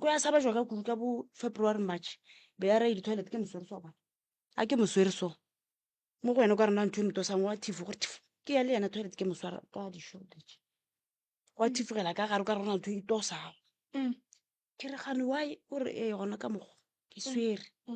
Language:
Northern Sotho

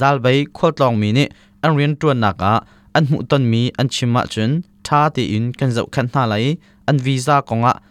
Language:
Hakha Chin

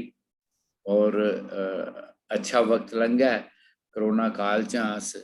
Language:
Dogri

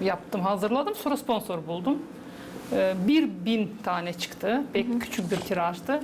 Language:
Gagauz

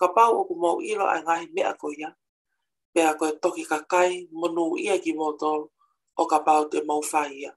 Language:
Tongan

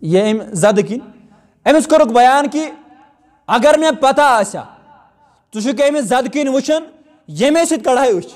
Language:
Kashmiri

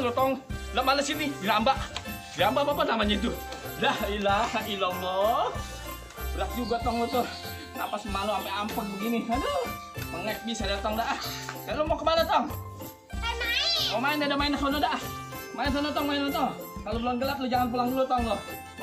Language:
Betawi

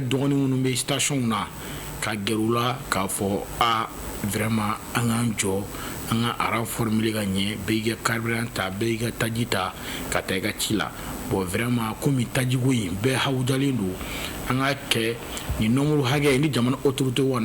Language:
Bambara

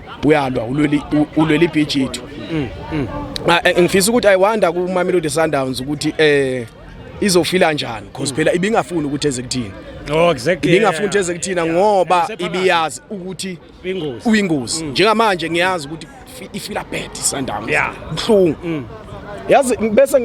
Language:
Zulu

